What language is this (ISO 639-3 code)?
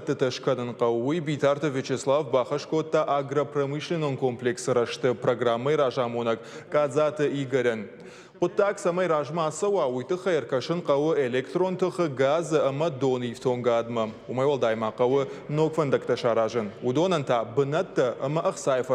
oss